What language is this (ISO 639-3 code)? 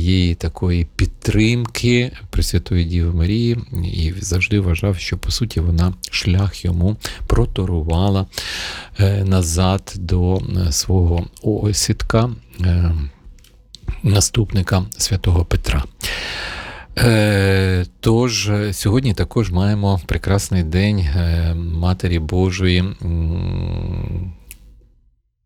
ukr